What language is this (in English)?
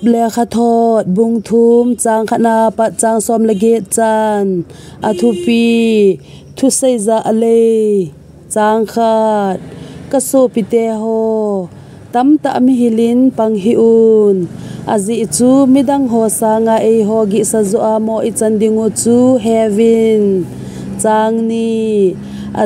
Thado Chin